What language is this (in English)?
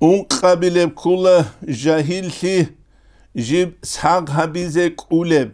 Avaric